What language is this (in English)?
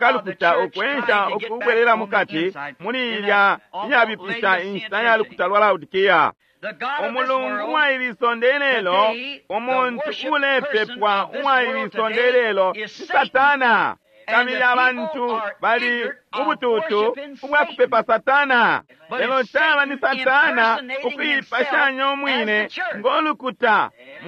Bemba